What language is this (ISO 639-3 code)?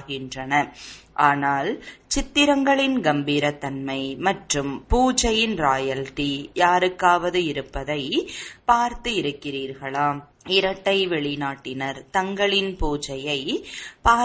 tam